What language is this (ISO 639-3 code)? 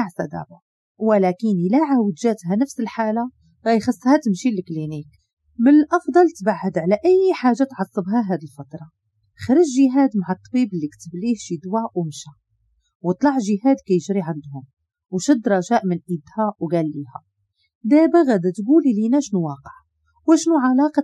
ary